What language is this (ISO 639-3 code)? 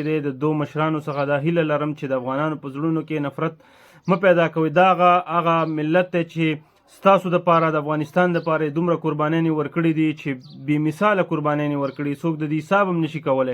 pus